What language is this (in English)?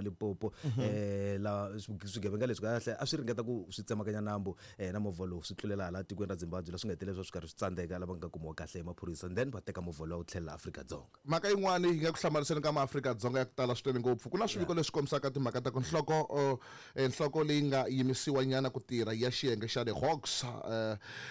Tsonga